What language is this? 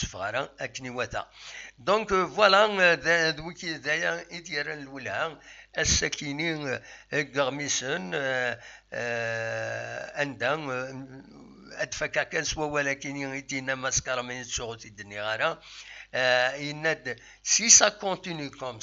Kabyle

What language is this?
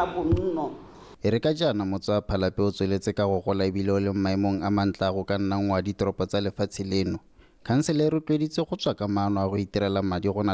Tswana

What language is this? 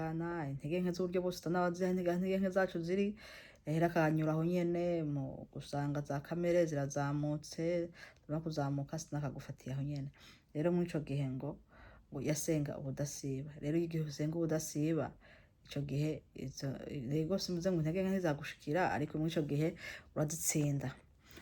Rundi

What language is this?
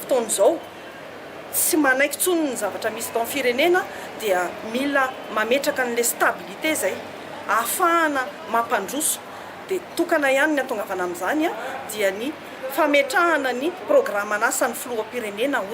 Malagasy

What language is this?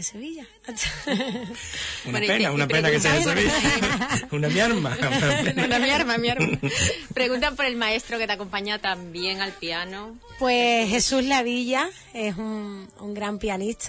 Spanish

